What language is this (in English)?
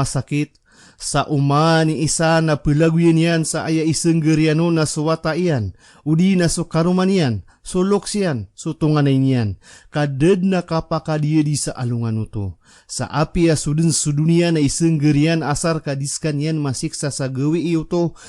Maranao